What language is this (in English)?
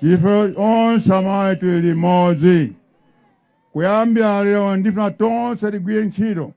Nyanja